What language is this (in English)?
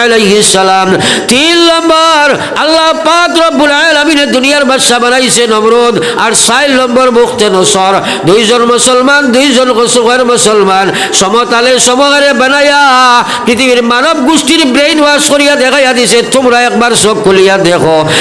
Sylheti